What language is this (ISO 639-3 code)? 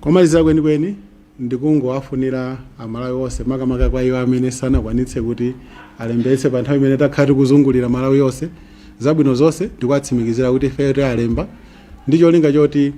nya